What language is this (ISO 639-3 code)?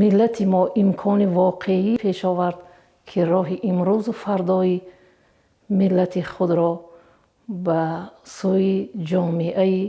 tgk